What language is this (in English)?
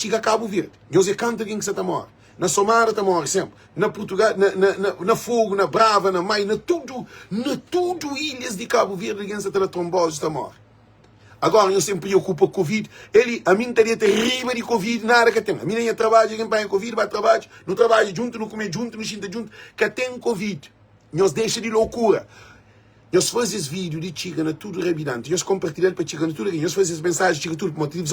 Kabuverdianu